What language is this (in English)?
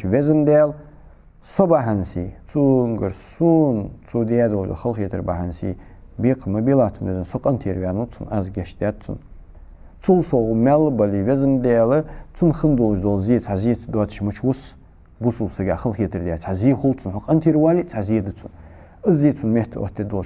Ingush